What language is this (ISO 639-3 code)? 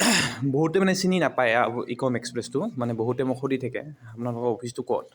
asm